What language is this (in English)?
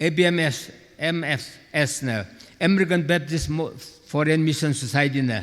Tangkhul Naga (India)